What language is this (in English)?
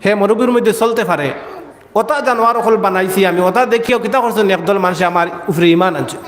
Sylheti